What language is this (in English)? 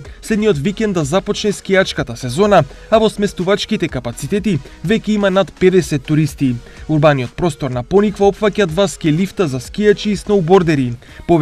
Macedonian